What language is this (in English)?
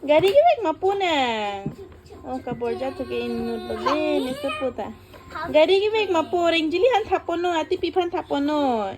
Karbi